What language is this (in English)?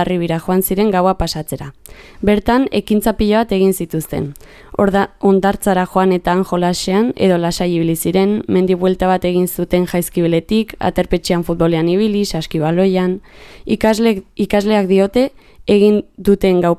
Basque